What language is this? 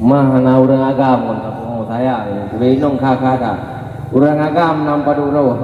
Achinese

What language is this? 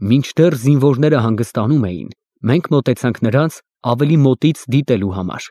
Armenian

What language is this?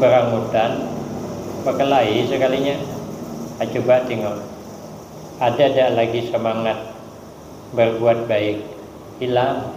Banjar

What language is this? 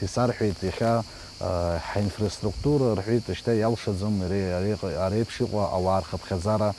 Abkhazian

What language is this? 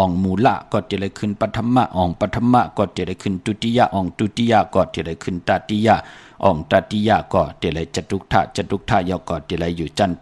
Shan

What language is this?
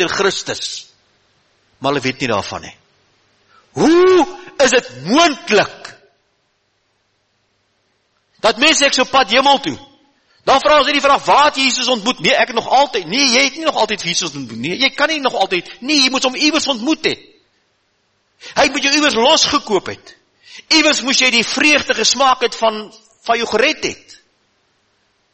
Afrikaans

